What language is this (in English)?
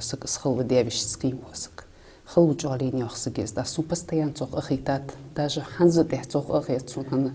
Ingush